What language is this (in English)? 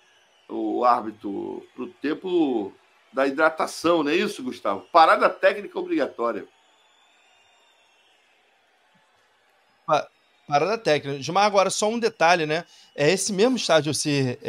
Portuguese